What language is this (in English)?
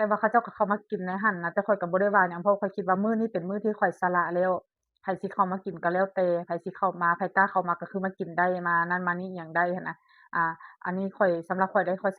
Lao